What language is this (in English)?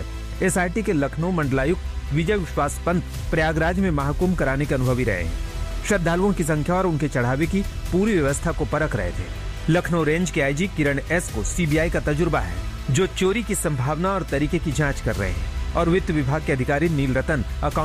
Hindi